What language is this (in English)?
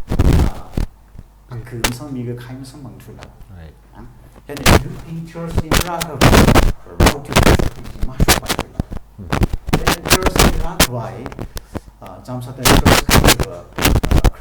Tangkhul Naga (India)